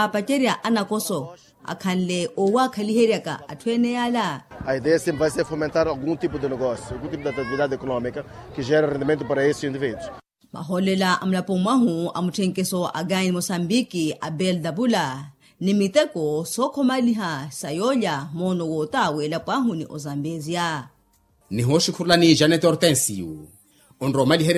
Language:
Makhuwa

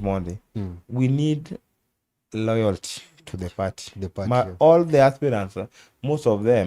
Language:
Luo (Kenya and Tanzania)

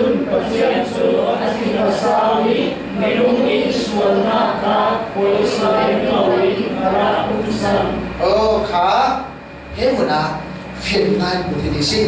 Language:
Falam Chin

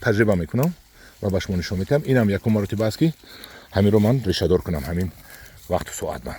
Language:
Tajik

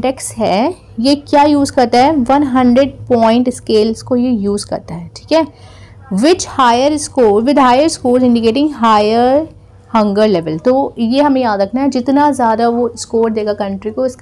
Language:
Hindi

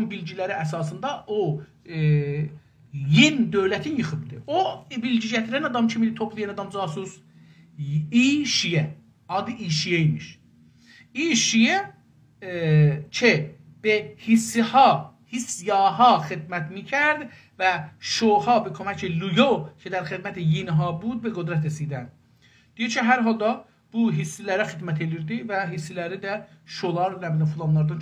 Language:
South Azerbaijani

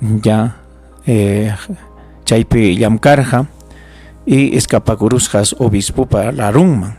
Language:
Ayacucho Quechua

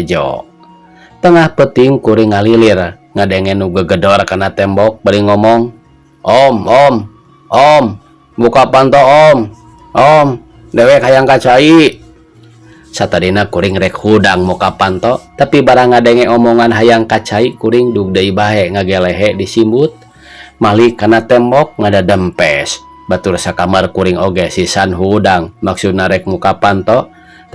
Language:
Sundanese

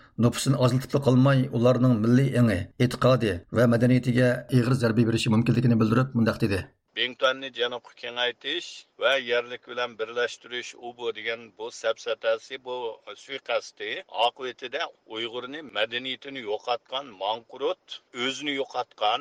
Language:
Uyghur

